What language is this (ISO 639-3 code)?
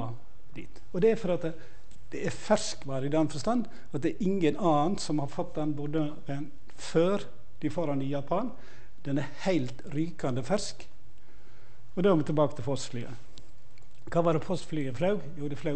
nor